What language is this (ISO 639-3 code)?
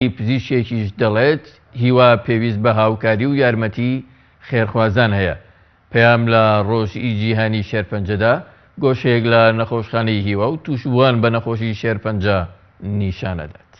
ckb